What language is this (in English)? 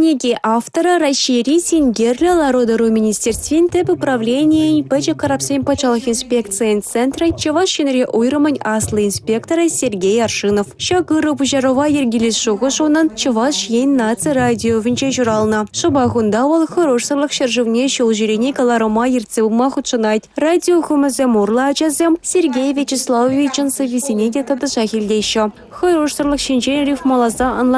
Chuvash